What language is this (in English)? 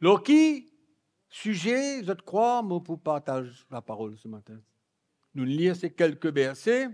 Morisyen